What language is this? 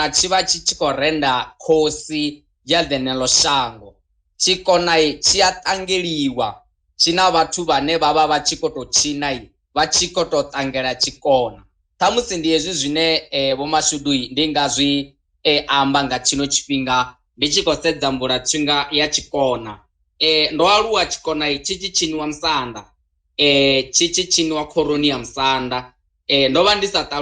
Venda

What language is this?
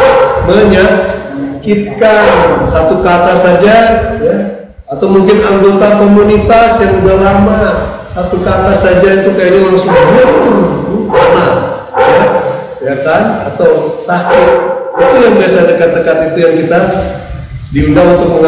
Indonesian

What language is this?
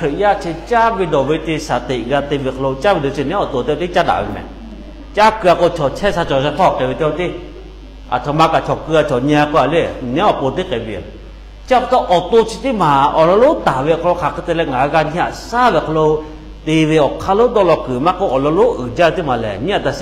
Lahu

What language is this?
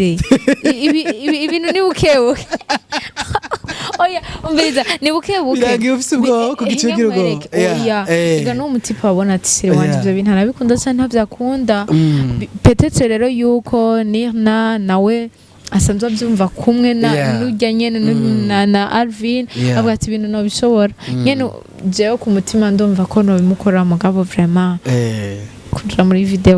Rundi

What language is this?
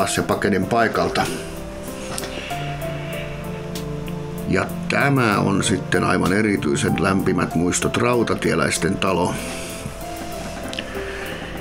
Finnish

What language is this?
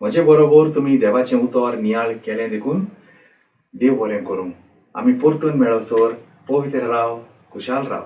Konkani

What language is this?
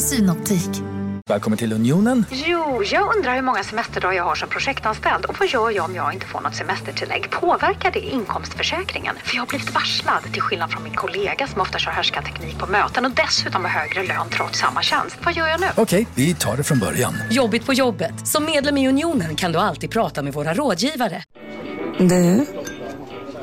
Swedish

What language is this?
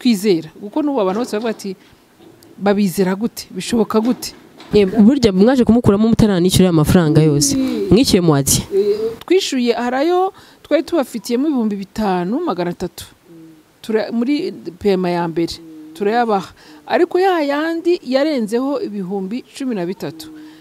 Kinyarwanda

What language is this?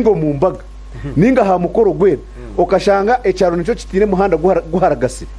Nyankole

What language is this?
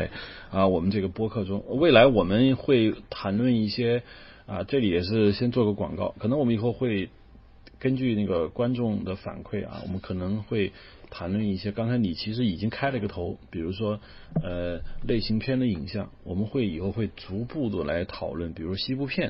Chinese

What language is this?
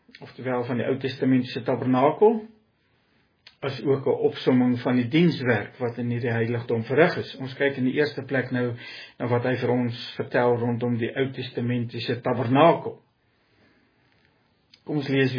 Afrikaans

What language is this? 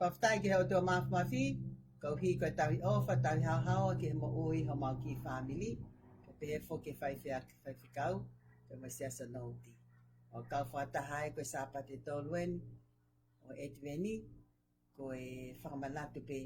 Tongan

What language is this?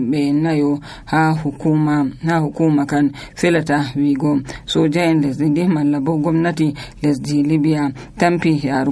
Nigerian Fulfulde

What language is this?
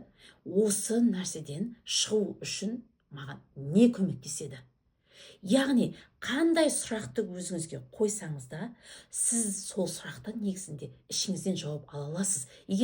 Kazakh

